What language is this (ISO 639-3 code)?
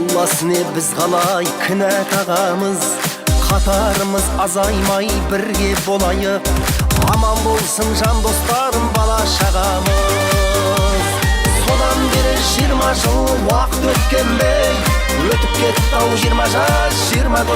kaa